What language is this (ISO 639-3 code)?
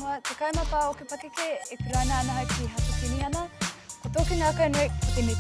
mri